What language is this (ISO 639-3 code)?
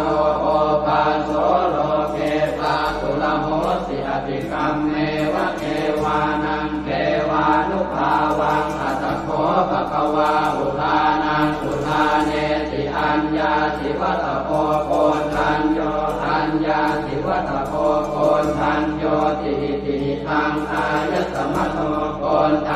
pli